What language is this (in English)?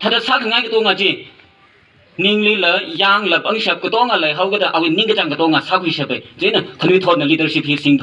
Tangkhul Naga (India)